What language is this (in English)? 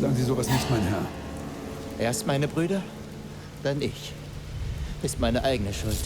Bavarian